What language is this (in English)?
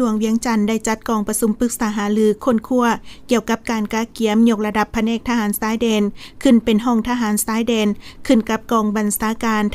Lao